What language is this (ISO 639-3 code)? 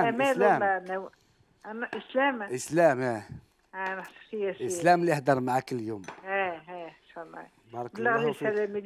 arq